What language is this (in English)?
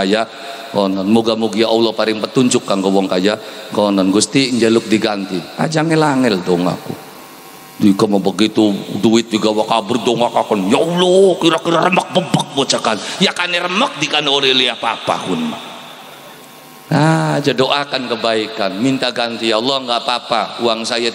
Javanese